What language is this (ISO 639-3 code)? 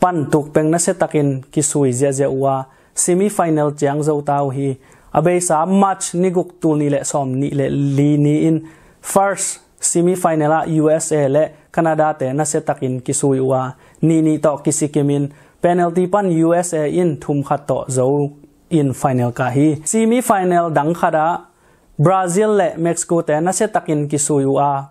ctd